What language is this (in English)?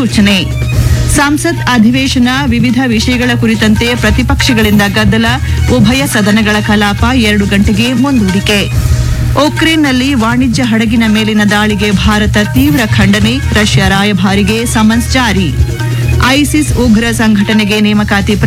Kannada